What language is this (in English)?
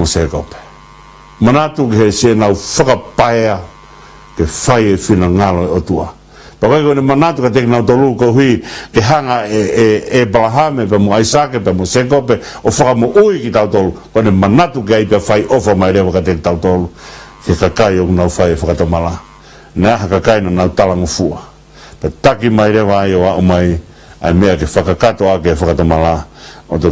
Tongan